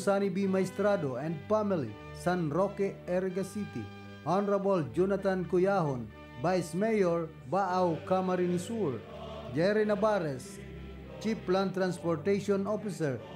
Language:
Bikol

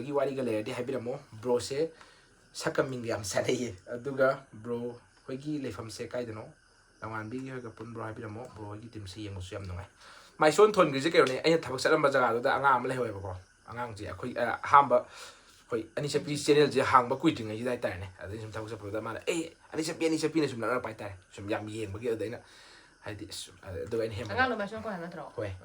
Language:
Manipuri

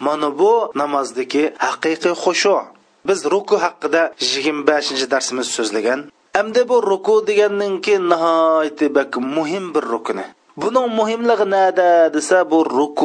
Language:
Uyghur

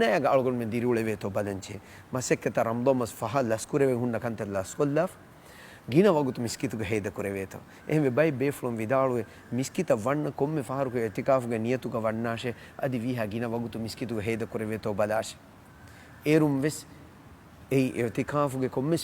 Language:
Divehi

